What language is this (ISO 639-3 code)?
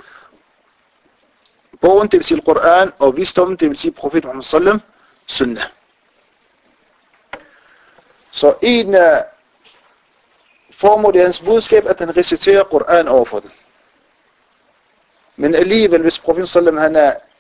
dan